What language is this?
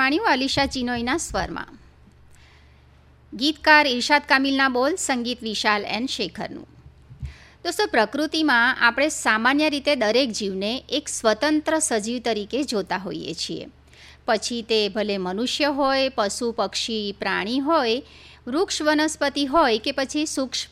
Gujarati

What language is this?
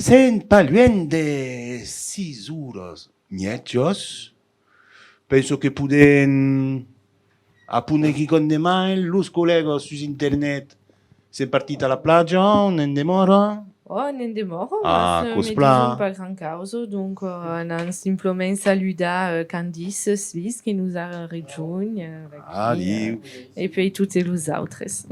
Occitan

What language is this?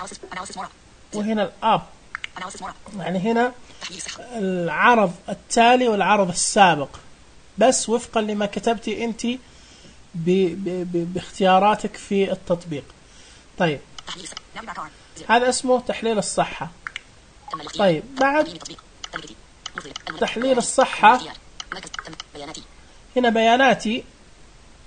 Najdi Arabic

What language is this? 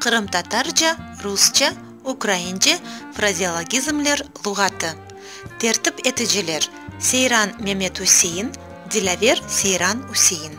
Crimean Tatar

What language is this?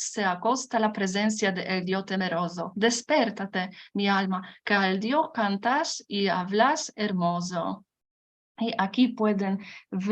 Ladino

